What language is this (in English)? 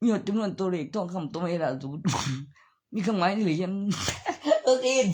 Northeastern Thai